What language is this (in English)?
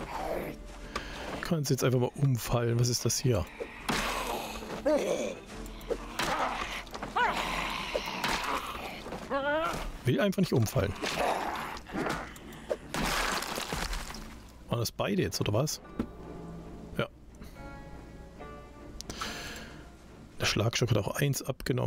German